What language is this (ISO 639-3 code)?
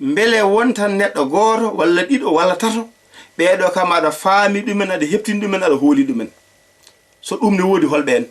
ful